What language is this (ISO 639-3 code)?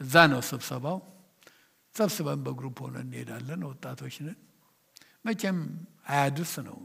amh